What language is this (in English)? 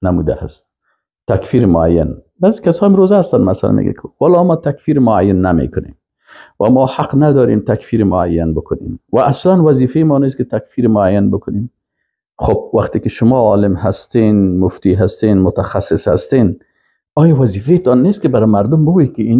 Persian